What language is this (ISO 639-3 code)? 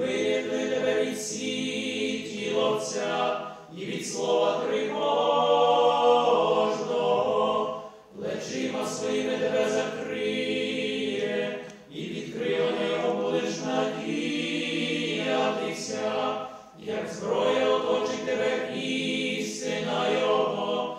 ukr